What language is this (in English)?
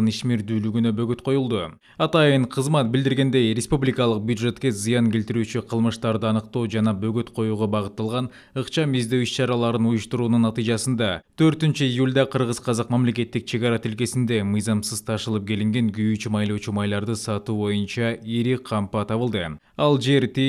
Kyrgyz